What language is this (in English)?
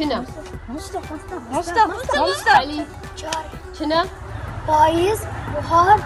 Kurdish